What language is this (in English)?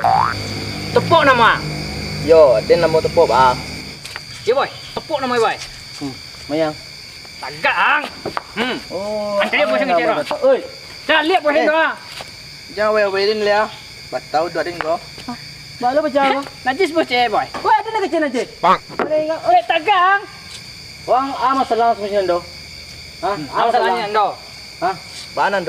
Minangkabau